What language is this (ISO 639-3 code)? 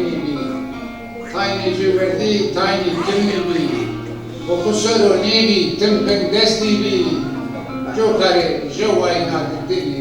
zza